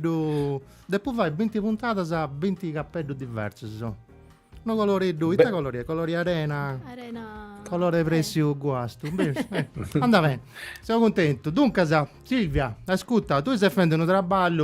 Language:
Sardinian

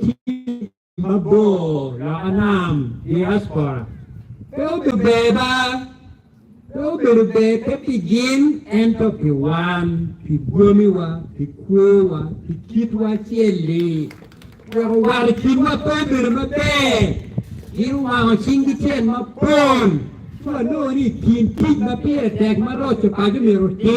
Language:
Acoli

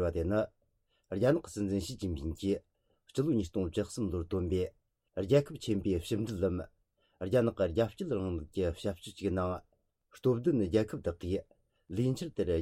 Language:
Tibetan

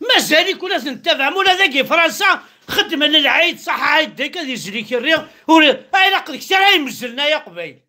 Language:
Kabyle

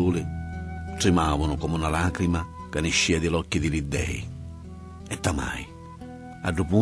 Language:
Sicilian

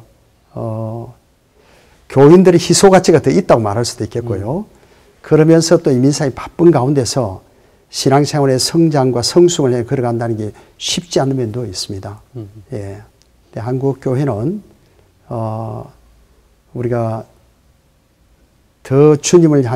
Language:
Korean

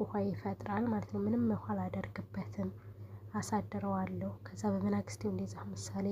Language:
Amharic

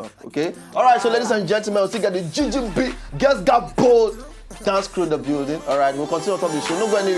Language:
Nigerian Pidgin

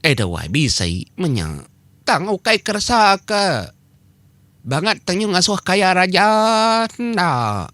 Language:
Iban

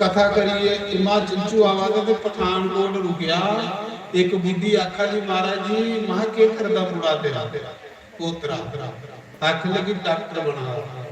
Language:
Dogri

